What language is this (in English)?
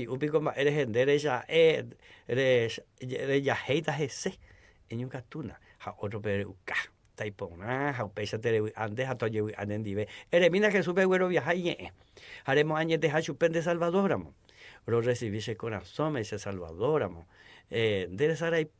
Guarani